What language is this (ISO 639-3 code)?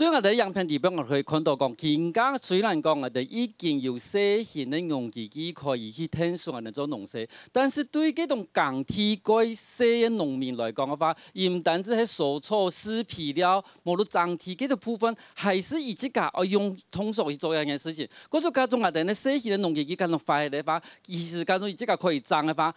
hak